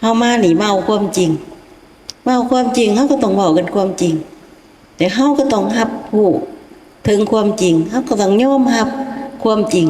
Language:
Lao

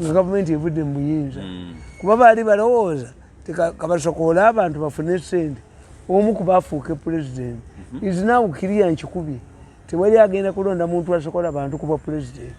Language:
Ganda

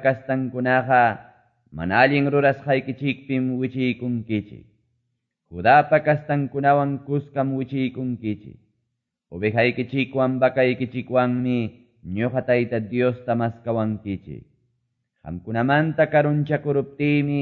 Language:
Quechua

